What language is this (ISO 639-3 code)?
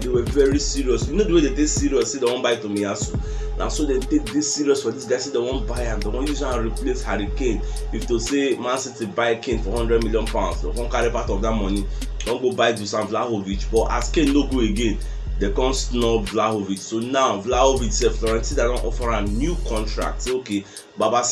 pcm